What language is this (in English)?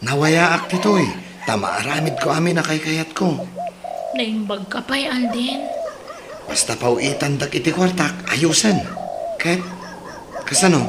Iloko